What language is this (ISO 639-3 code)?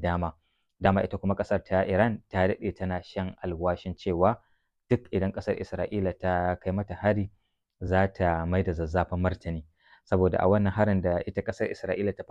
hau